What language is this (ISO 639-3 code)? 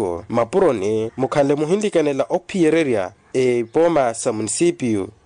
vmw